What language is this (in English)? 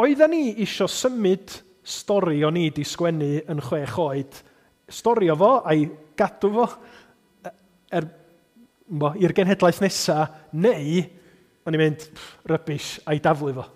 Welsh